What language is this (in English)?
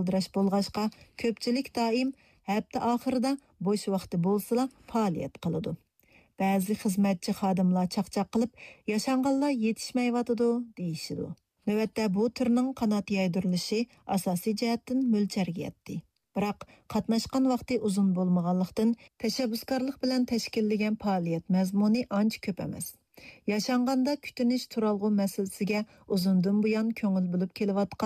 Uyghur